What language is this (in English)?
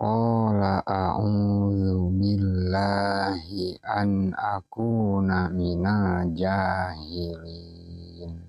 Sundanese